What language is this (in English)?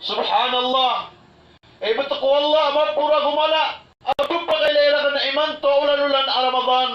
Maranao